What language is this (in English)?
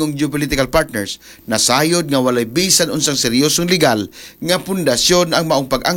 Cebuano